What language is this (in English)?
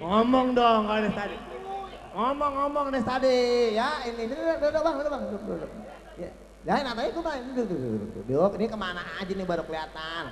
Betawi